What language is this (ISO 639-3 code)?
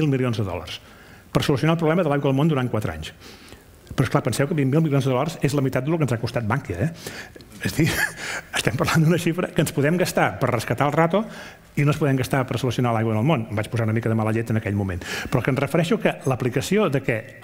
cat